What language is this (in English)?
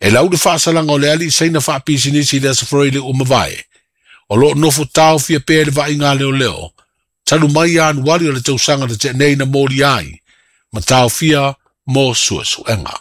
Samoan